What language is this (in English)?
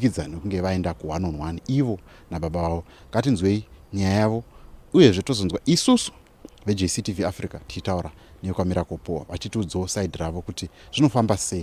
Shona